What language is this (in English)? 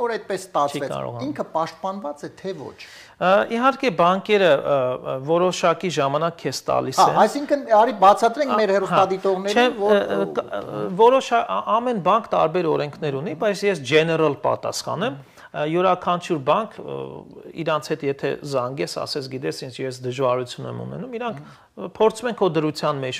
Armenian